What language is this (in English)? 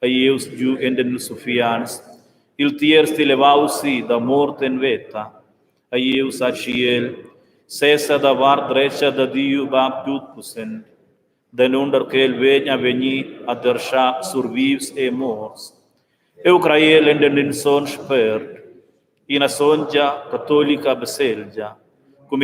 Romansh